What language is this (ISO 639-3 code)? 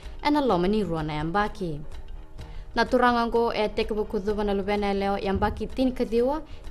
fij